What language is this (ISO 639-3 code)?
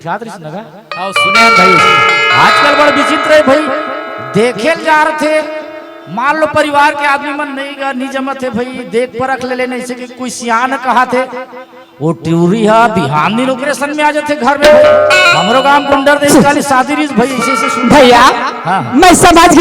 hne